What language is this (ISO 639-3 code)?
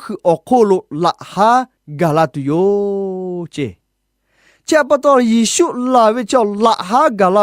lhu